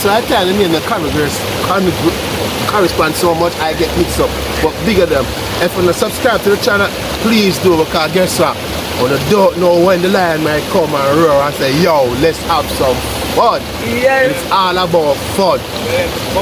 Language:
Jamaican Creole English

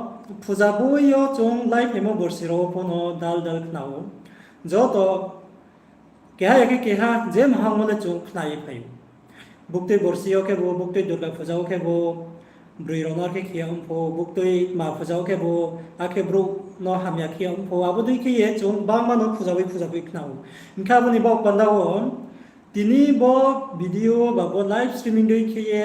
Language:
Riang (India)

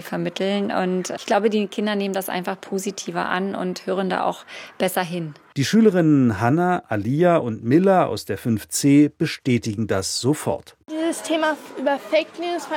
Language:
German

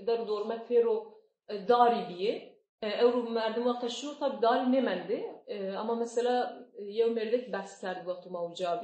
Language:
Zaza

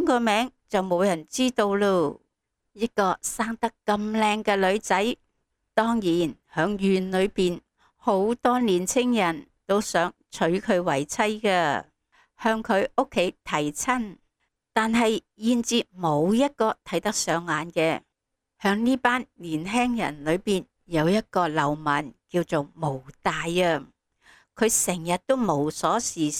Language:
Cantonese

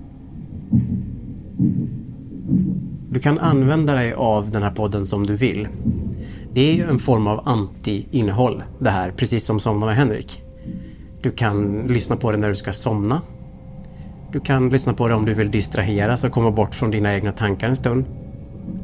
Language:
Swedish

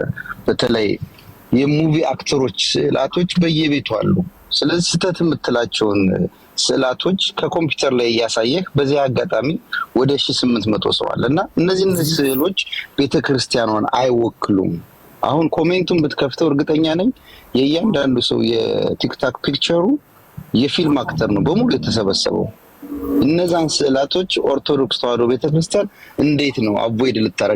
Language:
Amharic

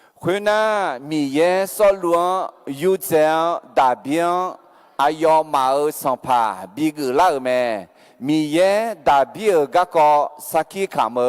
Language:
Akha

